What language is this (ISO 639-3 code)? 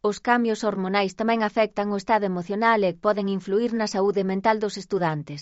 glg